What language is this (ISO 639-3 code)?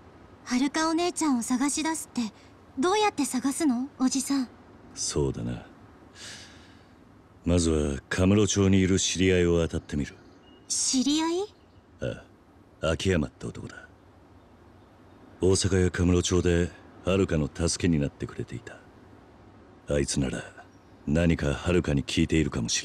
jpn